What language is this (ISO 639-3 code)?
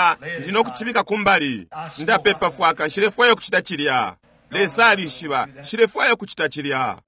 bem